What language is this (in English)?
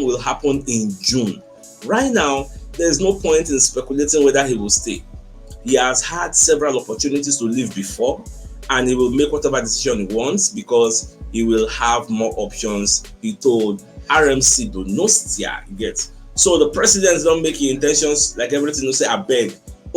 Nigerian Pidgin